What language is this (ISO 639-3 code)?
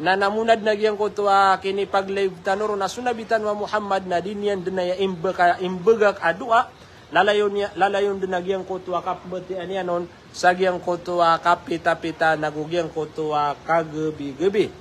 mrw